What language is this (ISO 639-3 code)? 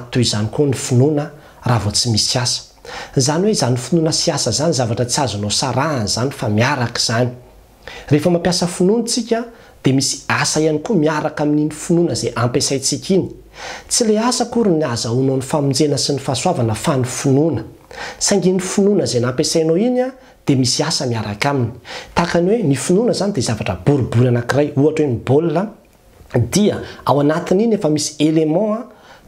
mlg